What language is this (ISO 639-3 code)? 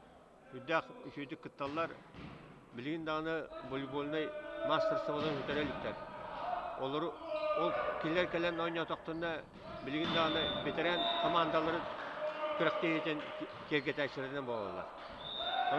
sah